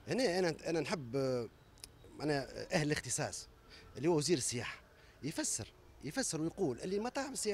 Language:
Tunisian Arabic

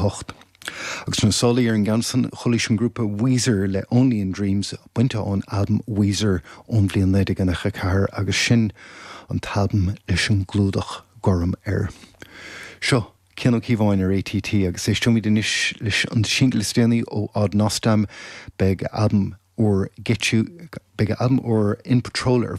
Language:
Irish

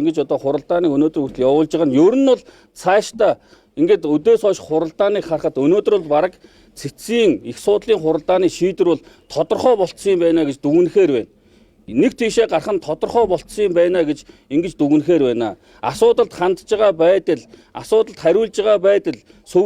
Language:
Mongolian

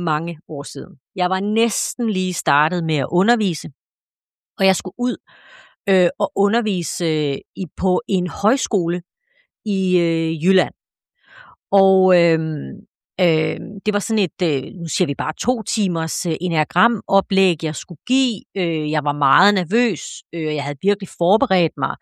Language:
Danish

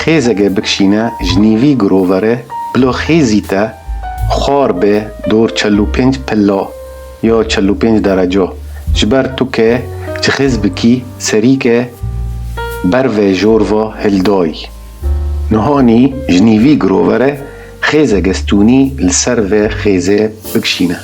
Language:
Kurdish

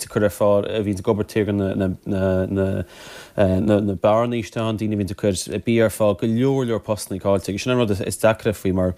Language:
Irish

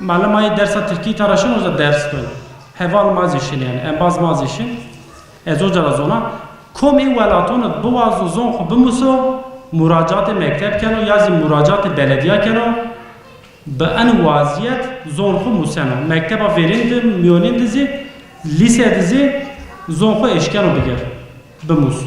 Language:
Zaza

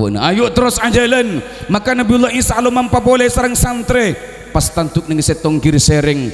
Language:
Madurese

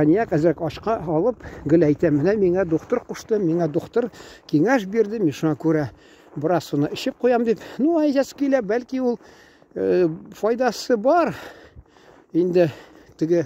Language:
Tatar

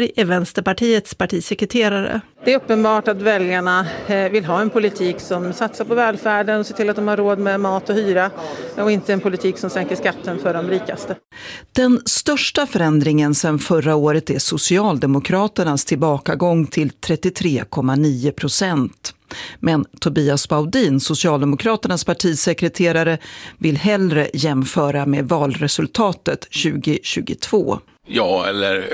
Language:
Swedish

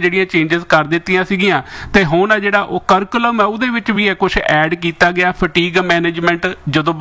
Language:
Punjabi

